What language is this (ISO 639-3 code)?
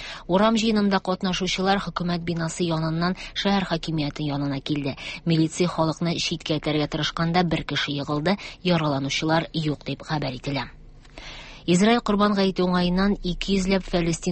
tat